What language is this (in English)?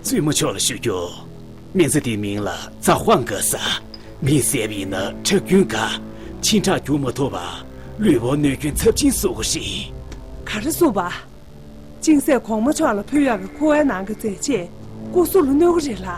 Tibetan